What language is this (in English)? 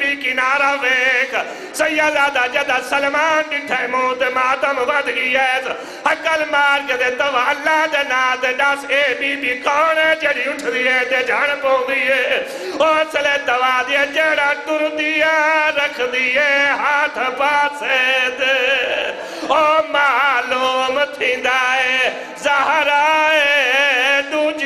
Saraiki